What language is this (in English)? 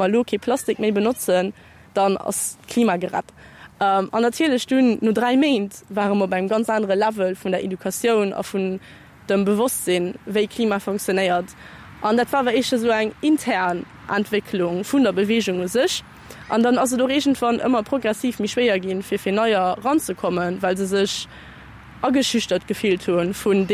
Luxembourgish